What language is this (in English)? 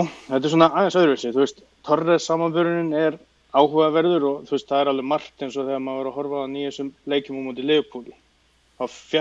Icelandic